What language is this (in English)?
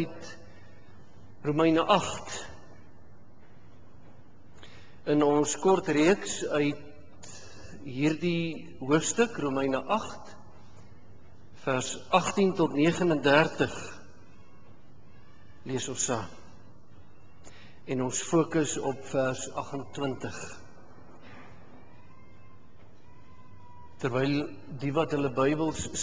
Afrikaans